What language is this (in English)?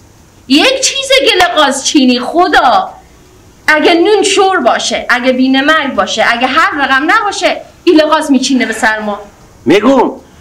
Persian